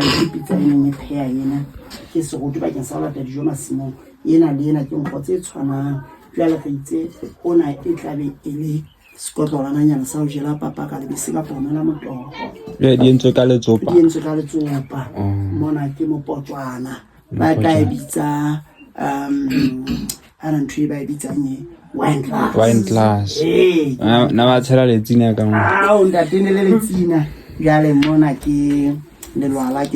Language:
Southern Sotho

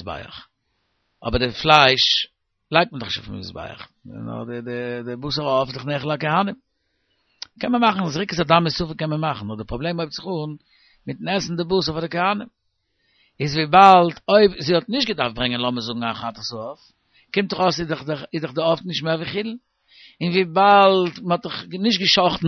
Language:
Yiddish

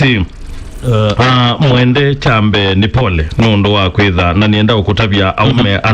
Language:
Kamba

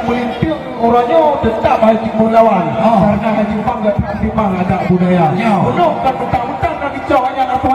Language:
Achinese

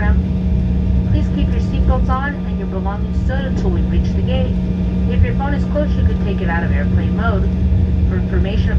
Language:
English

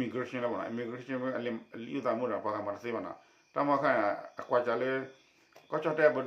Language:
S'gaw Karen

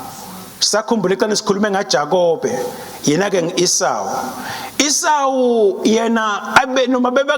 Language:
Swati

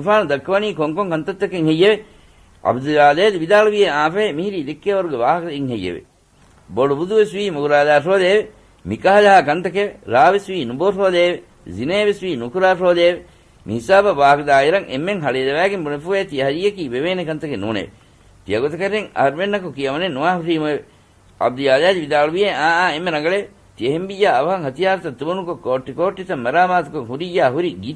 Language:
Divehi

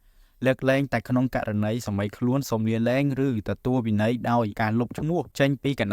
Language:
Khmer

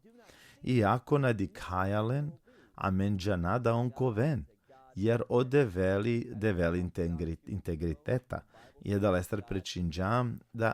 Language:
Balkan Romani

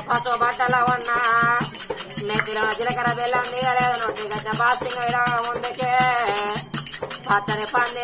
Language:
Telugu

